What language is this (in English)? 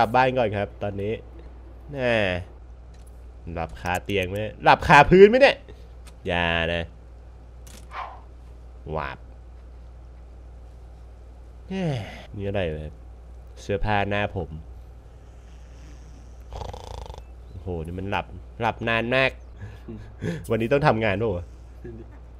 Thai